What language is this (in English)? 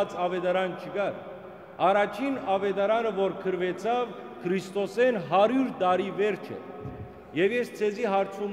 Western Armenian